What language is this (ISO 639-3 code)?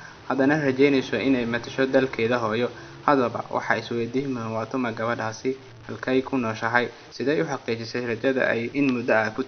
som